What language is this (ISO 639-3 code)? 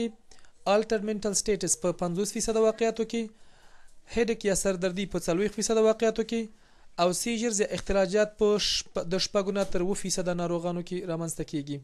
pus